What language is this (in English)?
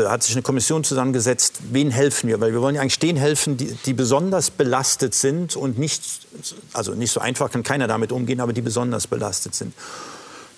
German